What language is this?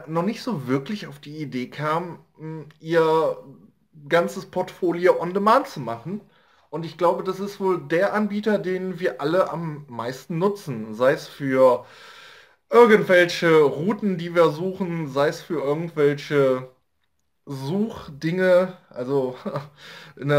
German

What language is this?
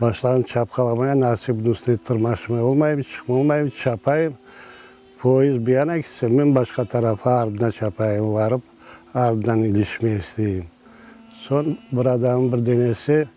Crimean Tatar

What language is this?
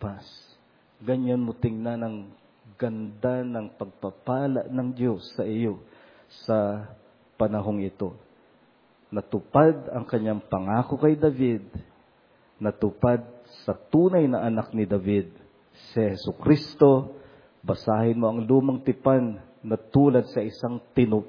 Filipino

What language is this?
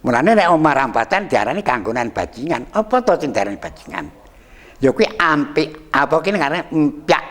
Javanese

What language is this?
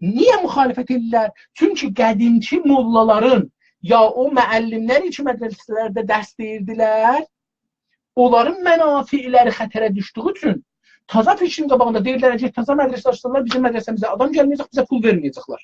South Azerbaijani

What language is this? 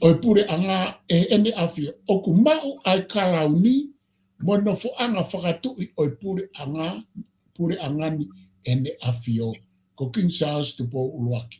Tongan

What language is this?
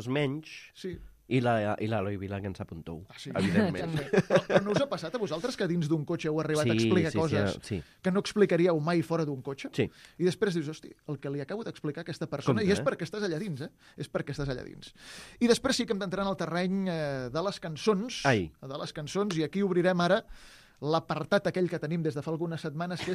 Catalan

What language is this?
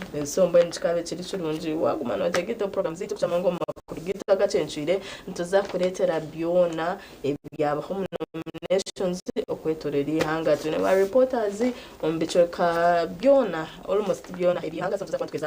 Nyankole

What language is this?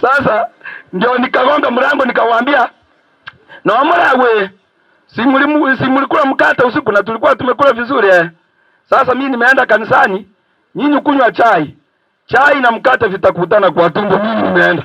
Gusii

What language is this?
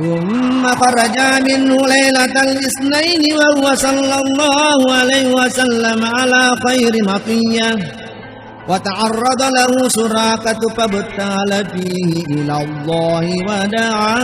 Buginese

